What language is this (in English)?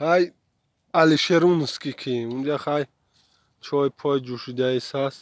Tajik